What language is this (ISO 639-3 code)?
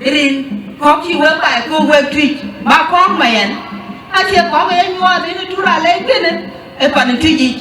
din